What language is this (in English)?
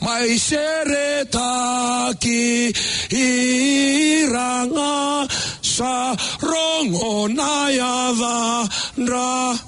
Fijian